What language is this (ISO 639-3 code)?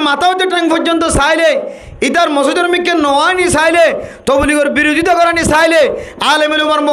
rhg